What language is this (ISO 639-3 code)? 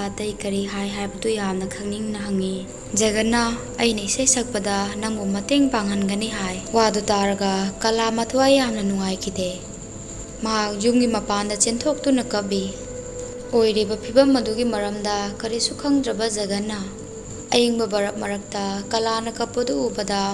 mni